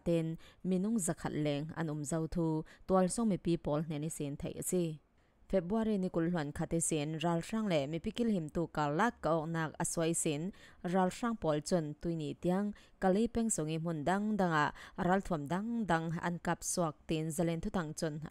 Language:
Falam Chin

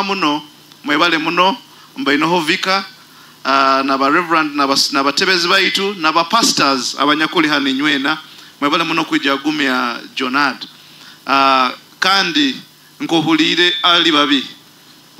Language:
Nyoro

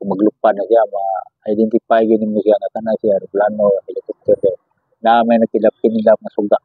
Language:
Cebuano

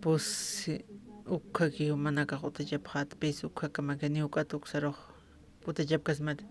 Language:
Aymara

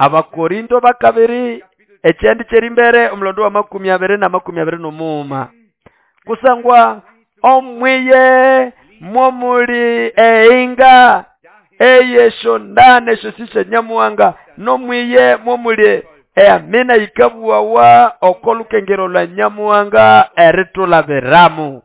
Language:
Nande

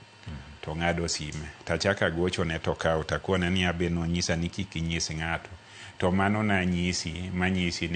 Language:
Luo (Kenya and Tanzania)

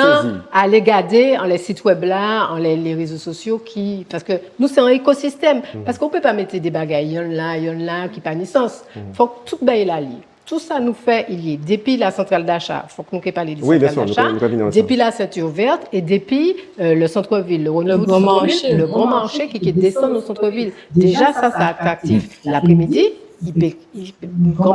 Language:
Guadeloupean Creole French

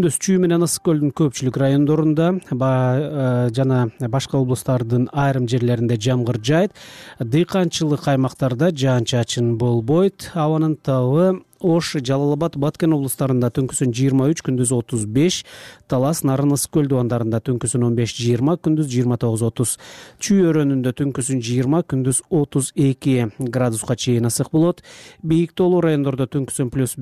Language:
Kyrgyz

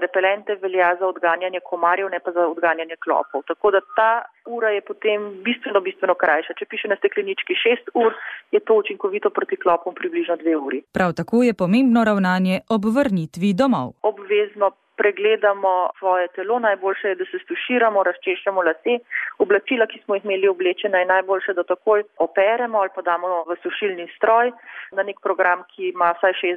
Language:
Slovenian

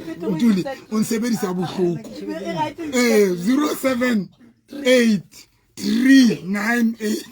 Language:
Southern Sotho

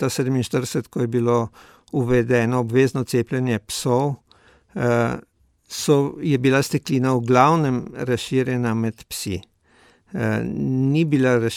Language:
Slovenian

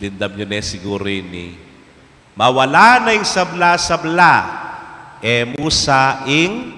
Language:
Pampanga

